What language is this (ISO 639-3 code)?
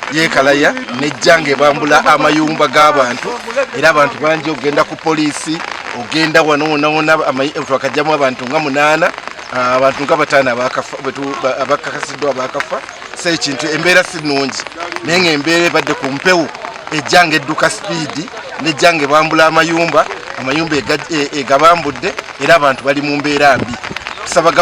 lug